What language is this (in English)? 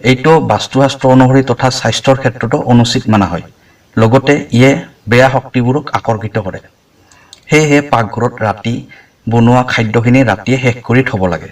Assamese